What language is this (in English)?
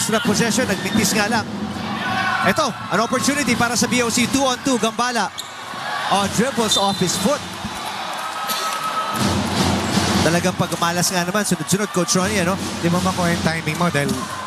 Filipino